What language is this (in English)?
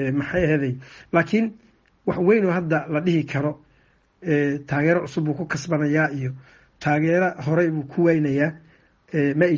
Somali